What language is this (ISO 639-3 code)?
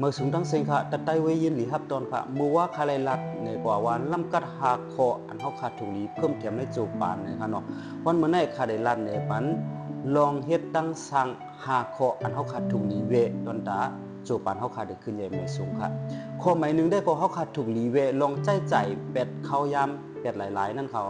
shn